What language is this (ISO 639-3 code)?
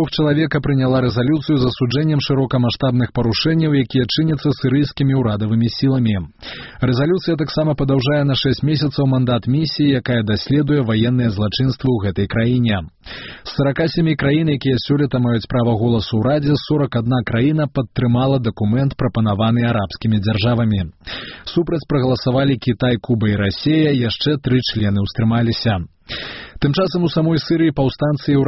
bel